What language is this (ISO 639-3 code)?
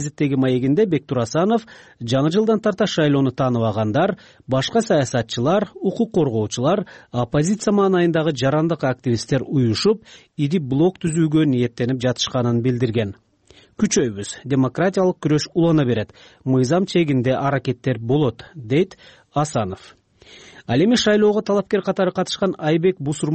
kir